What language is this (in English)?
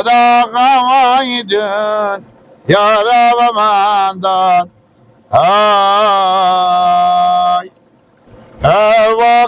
Persian